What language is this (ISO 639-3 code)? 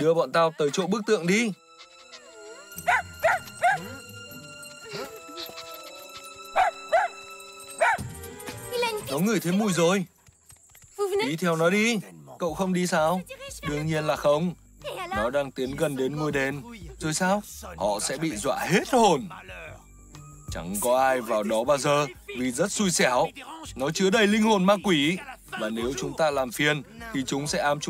vie